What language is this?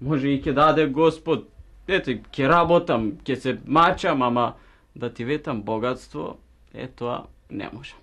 Macedonian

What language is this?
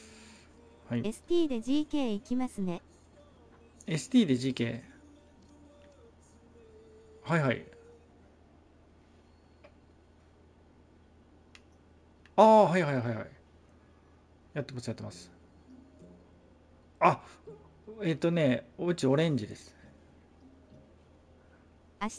Japanese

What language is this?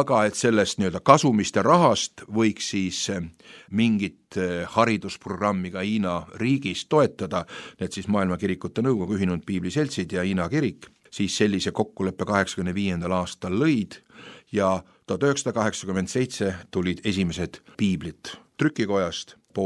Estonian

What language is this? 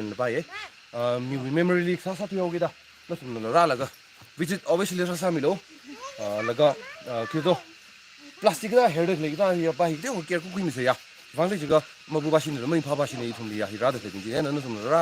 Tangkhul Naga (India)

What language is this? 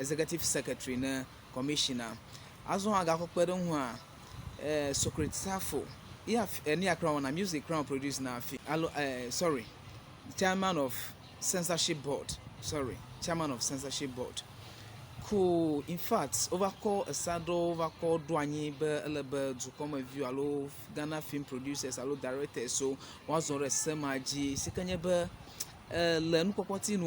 Ewe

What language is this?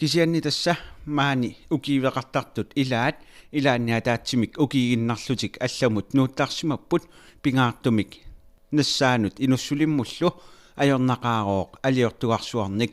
Kalaallisut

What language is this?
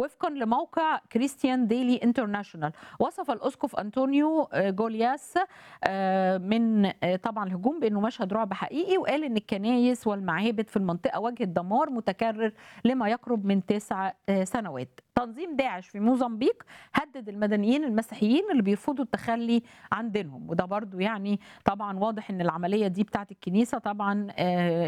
Egyptian Arabic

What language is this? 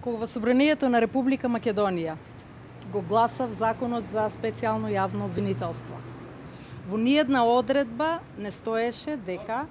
Macedonian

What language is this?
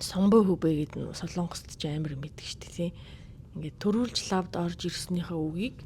Mongolian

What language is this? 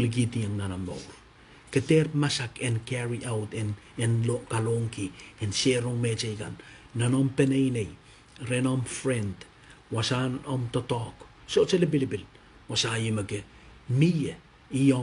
Pohnpeian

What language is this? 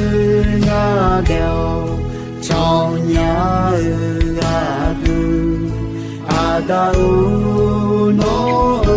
Akha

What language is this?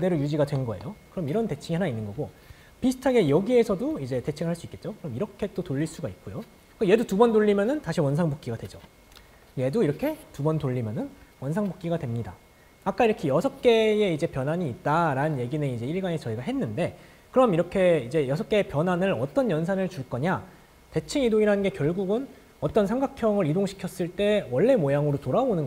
Korean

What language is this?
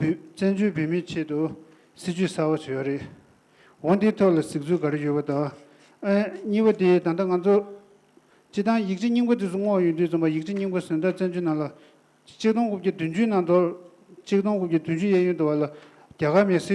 Tibetan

